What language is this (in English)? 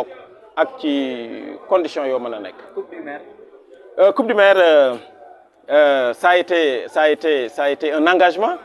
Wolof